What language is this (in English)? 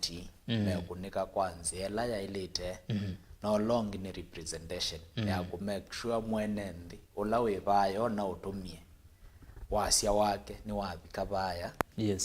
Kamba